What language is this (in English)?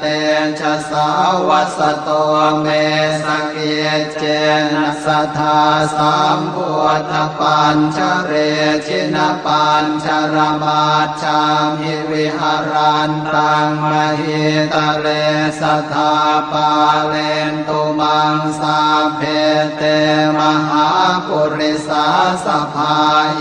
Pali